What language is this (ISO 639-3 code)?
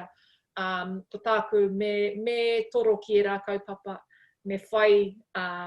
mri